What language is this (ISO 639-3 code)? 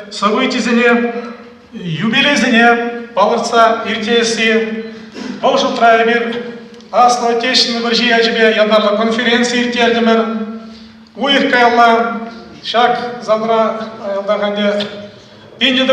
chv